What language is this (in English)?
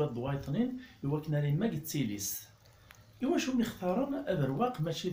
Kabyle